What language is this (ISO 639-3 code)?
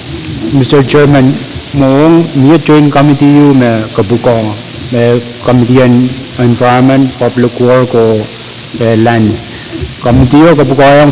pon